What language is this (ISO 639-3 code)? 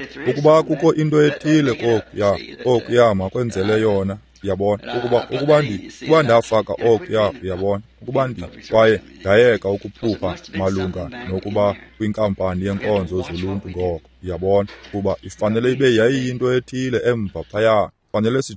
xho